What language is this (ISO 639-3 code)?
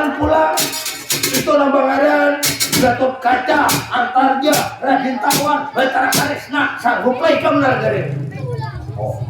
bjn